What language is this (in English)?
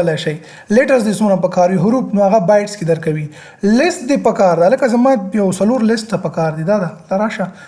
Pashto